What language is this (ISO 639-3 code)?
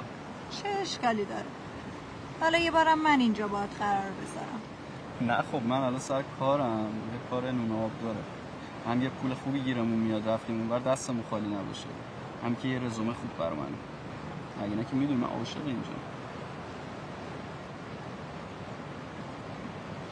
fas